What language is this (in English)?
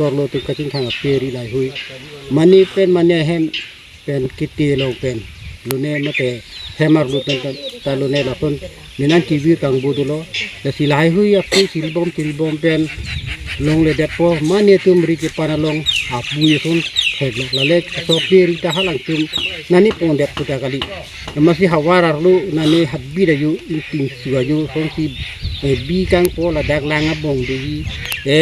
Karbi